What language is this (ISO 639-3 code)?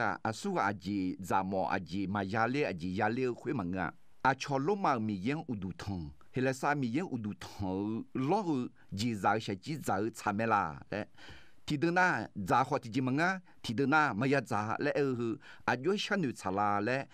ahk